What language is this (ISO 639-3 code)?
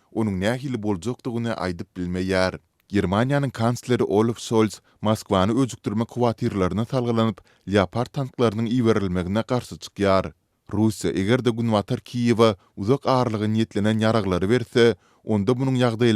tuk